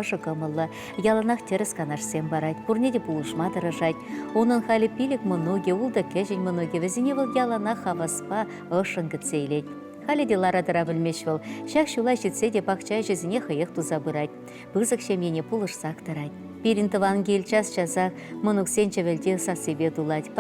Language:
Chuvash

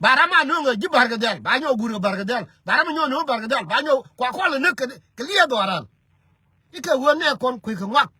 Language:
Nuer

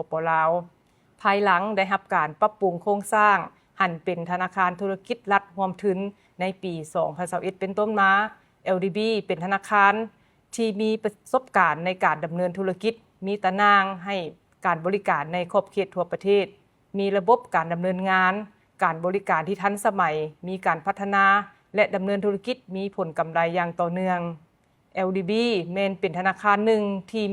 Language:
Lao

